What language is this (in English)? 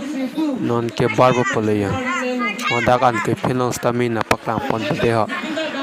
Karbi